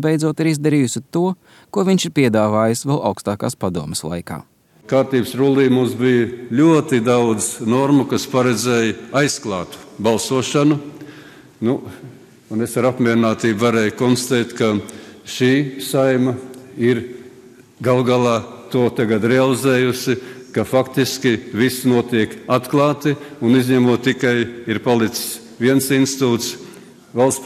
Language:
Latvian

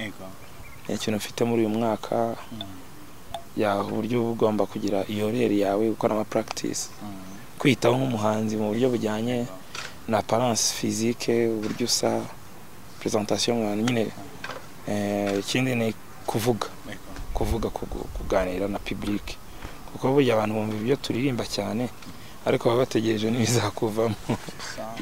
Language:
Kinyarwanda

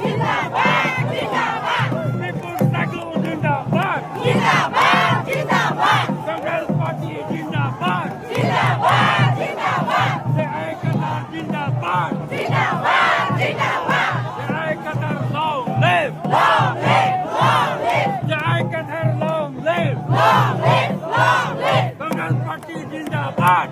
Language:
Karbi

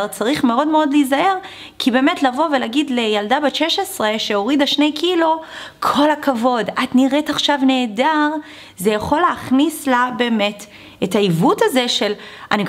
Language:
Hebrew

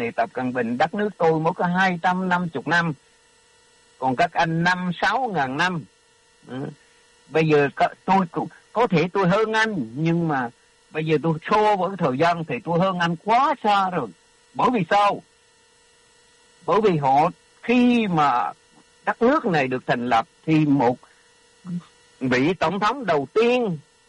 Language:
Vietnamese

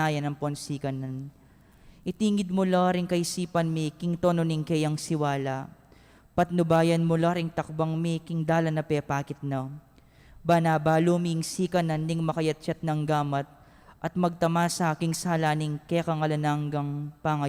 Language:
Pampanga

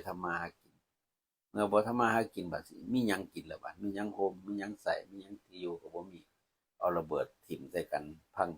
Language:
Northeastern Thai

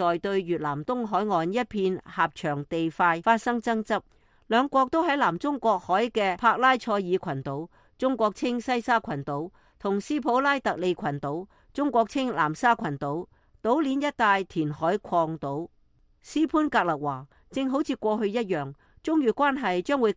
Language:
Cantonese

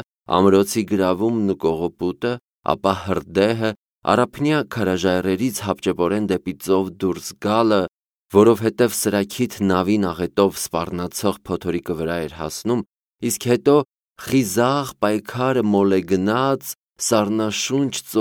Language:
Armenian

